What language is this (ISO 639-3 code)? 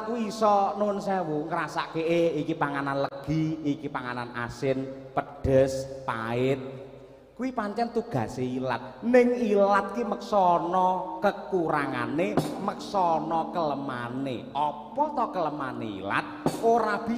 jav